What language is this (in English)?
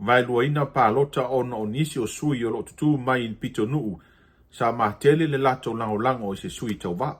Samoan